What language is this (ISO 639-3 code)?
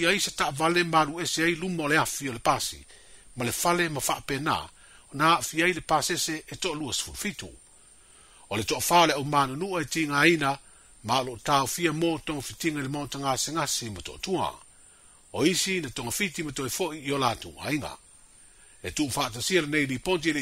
smo